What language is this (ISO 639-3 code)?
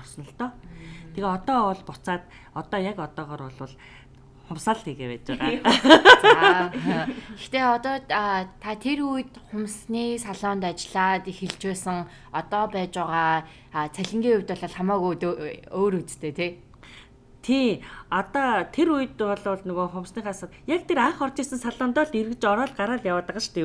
mon